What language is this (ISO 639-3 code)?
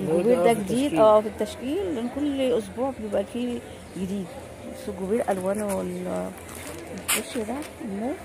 arz